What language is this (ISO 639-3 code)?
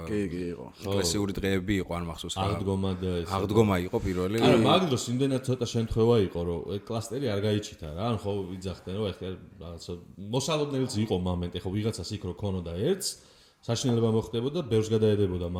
kat